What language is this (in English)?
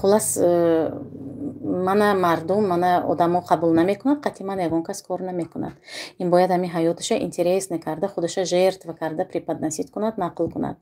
Tajik